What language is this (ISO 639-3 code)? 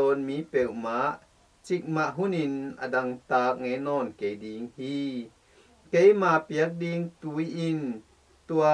ctd